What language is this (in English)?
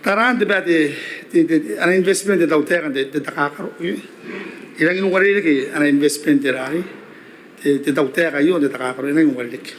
Gilbertese